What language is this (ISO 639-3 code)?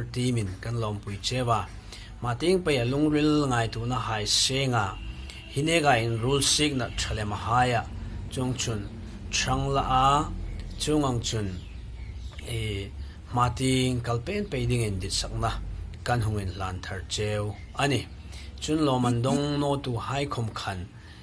hmr